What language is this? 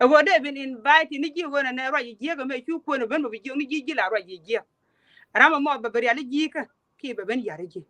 Nuer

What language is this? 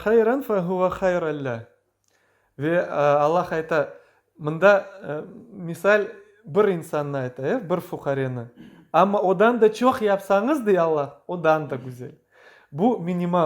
Crimean Tatar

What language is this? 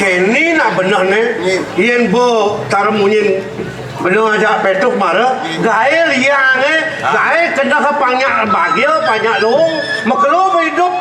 Balinese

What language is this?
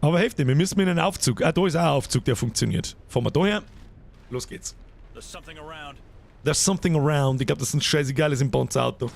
Bavarian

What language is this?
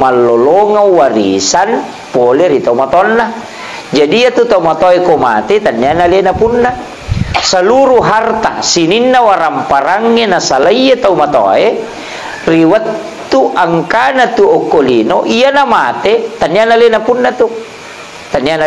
Buginese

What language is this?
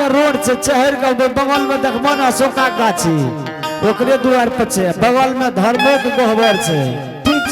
Angika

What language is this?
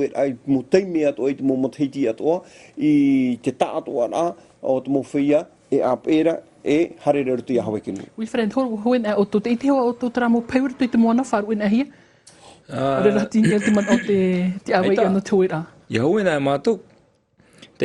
Tahitian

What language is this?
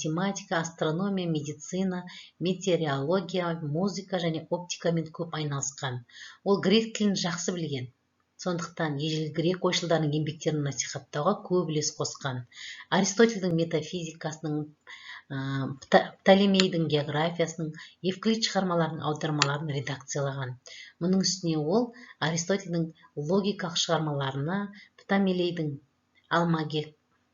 Kazakh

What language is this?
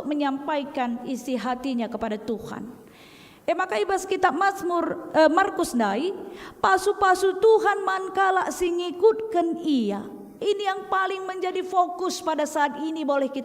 Batak Karo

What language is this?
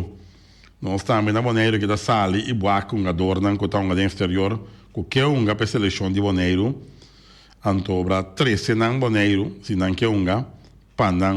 Papiamento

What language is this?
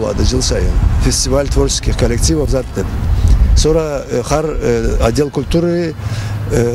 Karachay-Balkar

